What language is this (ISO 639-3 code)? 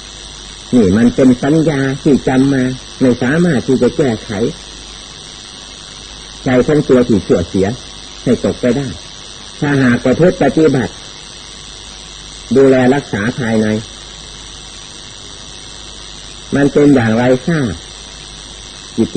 tha